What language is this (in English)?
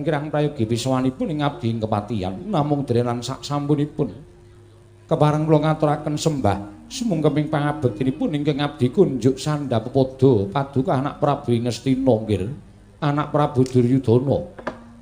Javanese